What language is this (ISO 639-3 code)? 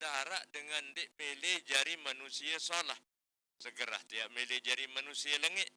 sas